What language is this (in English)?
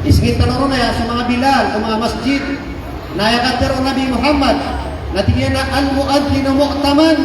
Maranao